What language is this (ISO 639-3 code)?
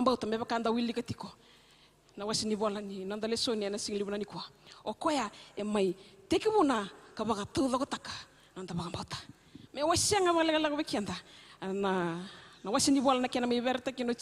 fij